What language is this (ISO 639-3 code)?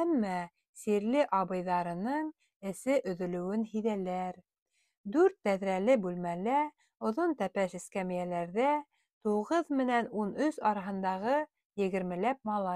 bak